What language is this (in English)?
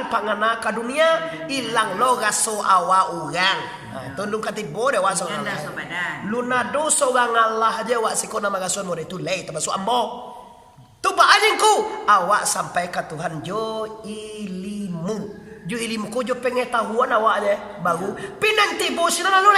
Minangkabau